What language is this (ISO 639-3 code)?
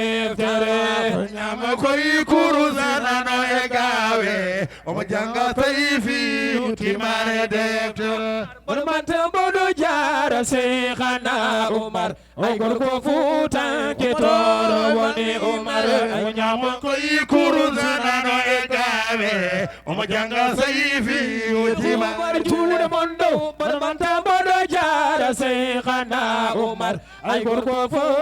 ful